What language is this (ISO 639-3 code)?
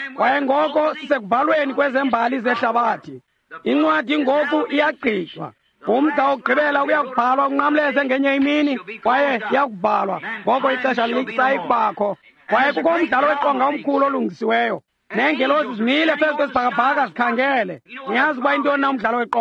xho